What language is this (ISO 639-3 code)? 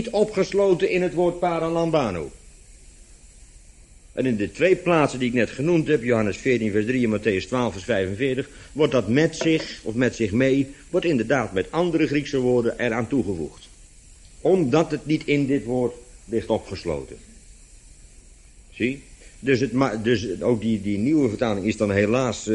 nld